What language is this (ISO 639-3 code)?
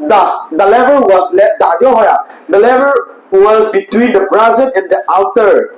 pck